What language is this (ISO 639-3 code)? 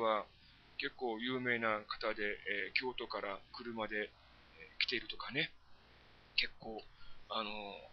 jpn